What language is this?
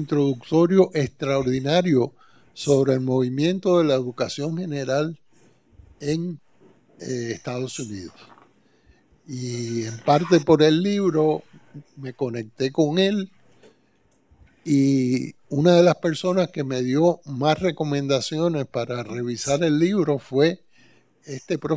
Spanish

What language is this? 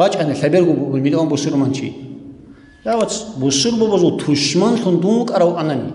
Avaric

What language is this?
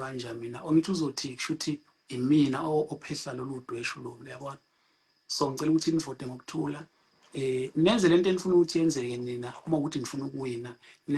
Zulu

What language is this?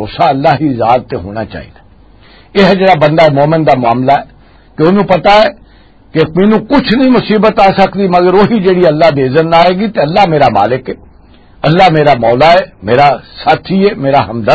Western Panjabi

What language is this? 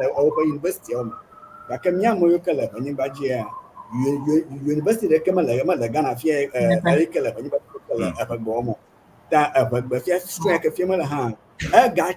Ewe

